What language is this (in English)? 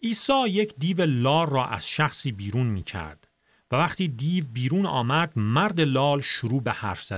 Persian